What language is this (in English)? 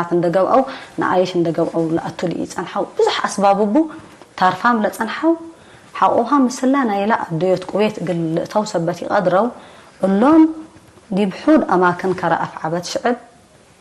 Tigre